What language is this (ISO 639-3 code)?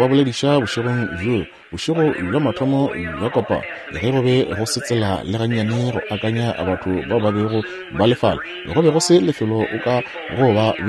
nso